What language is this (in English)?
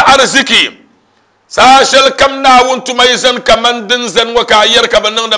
Dagbani